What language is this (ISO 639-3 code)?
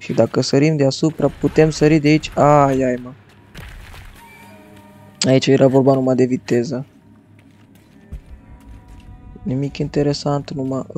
ron